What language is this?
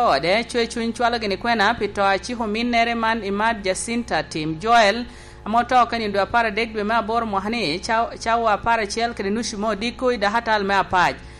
Lango (Uganda)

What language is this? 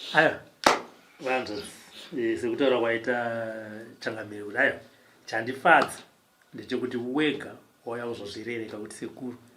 Shona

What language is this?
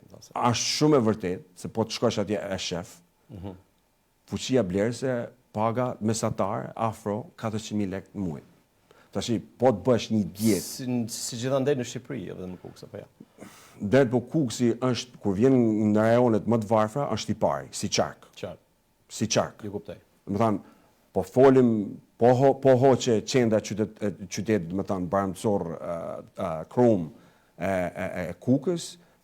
Albanian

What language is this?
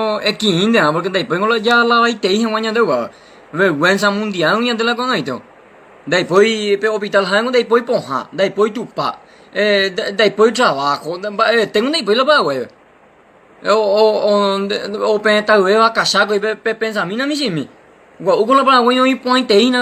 Guarani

